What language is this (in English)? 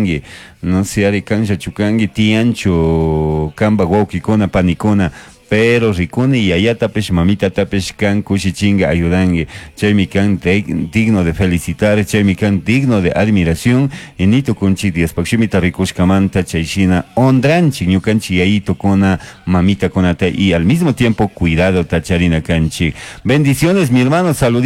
Chimborazo Highland Quichua